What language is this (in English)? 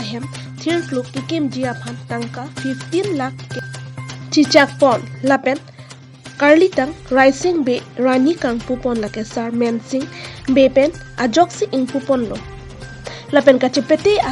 Karbi